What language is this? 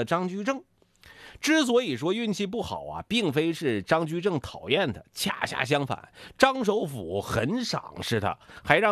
Chinese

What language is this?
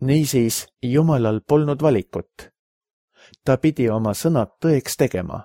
Estonian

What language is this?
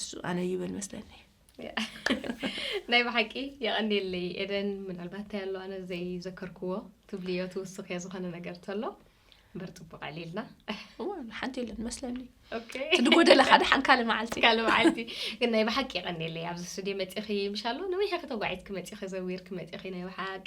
Tigrinya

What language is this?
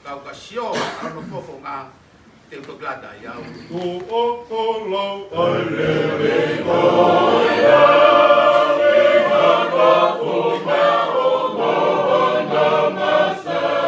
Tongan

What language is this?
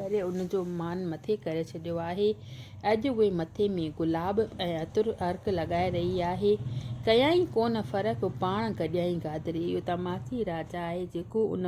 Sindhi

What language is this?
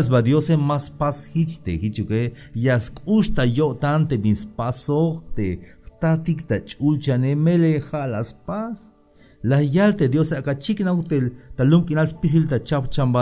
Tzeltal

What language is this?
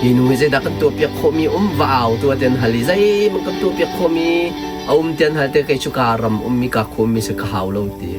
Hakha Chin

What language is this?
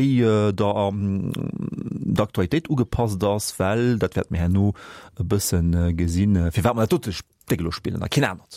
Luxembourgish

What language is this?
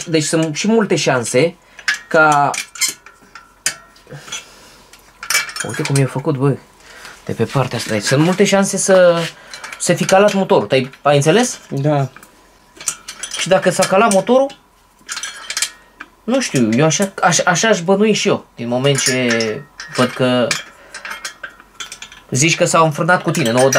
Romanian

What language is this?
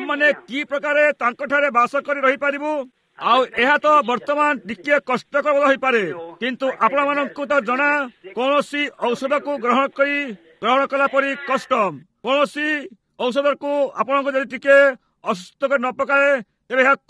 Odia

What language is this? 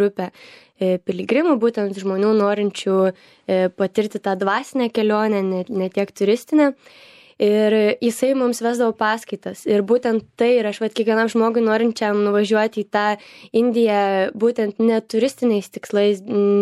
Lithuanian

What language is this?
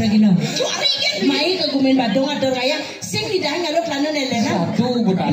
Balinese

